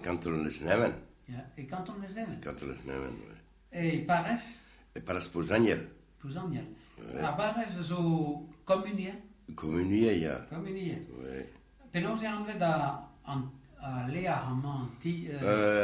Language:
Breton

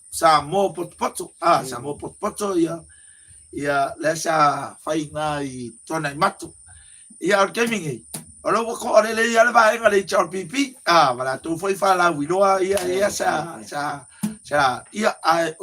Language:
Samoan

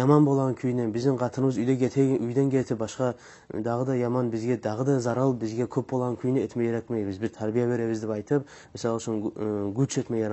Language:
Kumyk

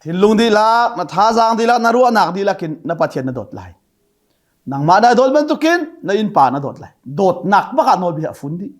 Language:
Hakha Chin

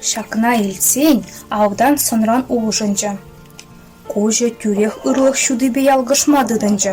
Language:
Chuvash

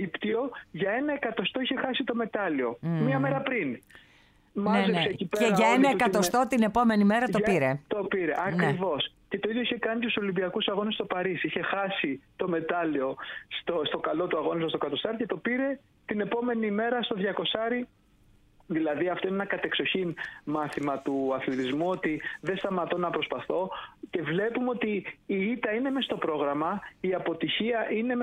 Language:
Greek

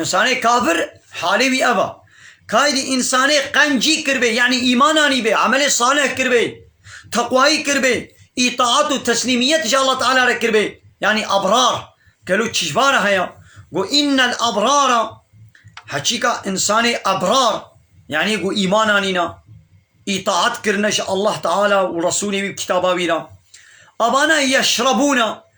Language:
Kurdish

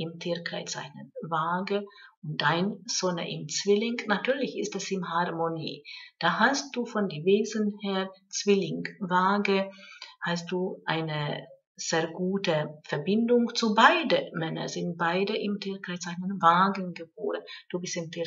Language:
German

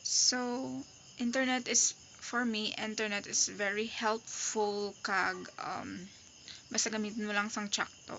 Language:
Hiligaynon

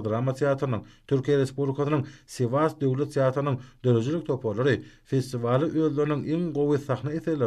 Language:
Turkmen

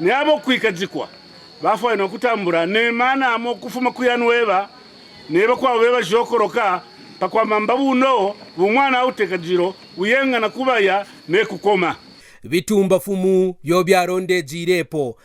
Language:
Kaonde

